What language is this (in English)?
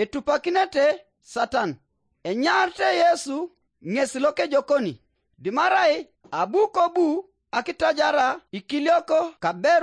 Teso